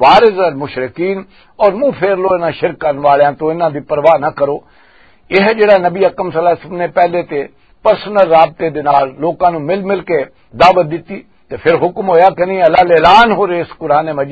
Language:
Western Panjabi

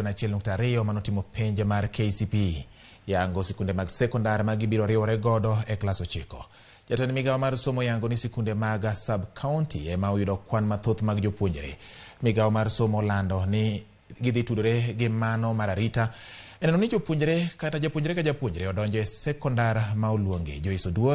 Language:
Luo (Kenya and Tanzania)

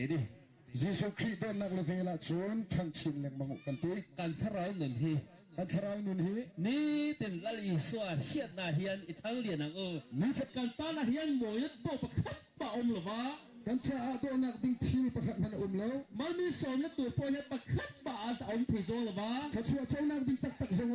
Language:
Hakha Chin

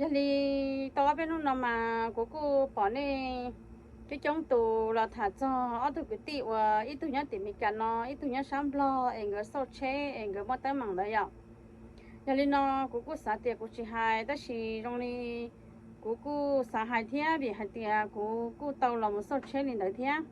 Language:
Hmong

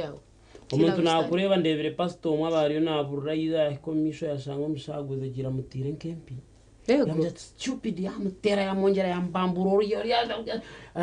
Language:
Nyankole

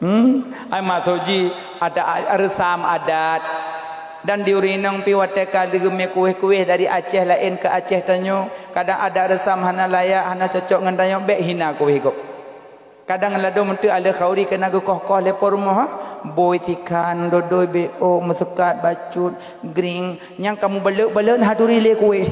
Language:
Achinese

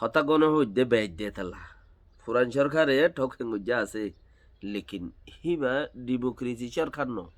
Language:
Rohingya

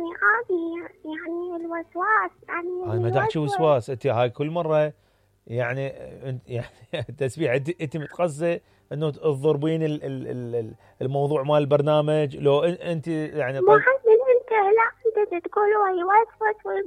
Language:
Mesopotamian Arabic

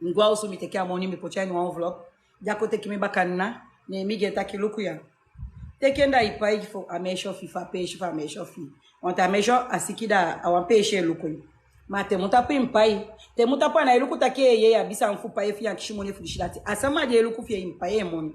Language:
Sranan Tongo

